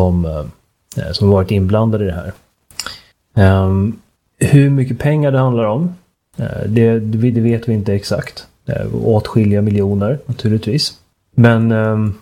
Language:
Swedish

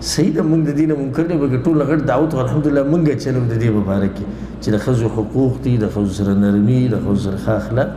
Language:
Pashto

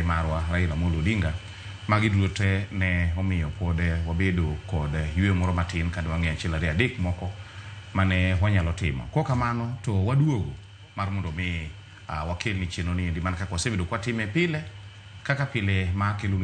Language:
Luo (Kenya and Tanzania)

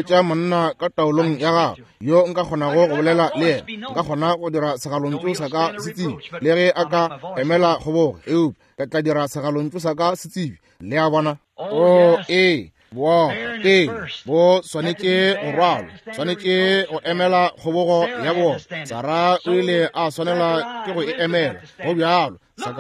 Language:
Northern Sotho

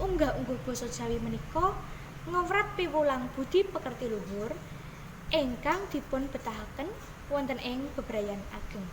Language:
Javanese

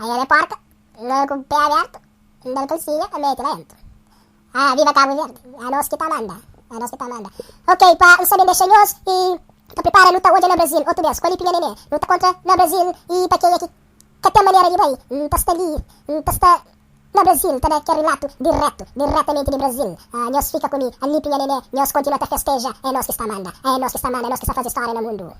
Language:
Kabuverdianu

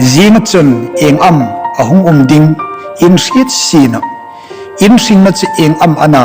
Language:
Hmar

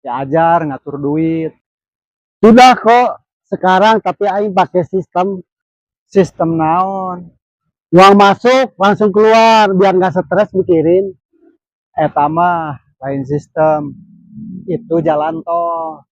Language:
Sundanese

